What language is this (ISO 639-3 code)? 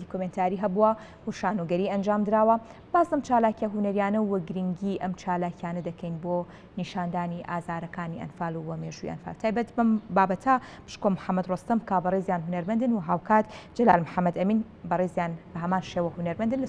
ckb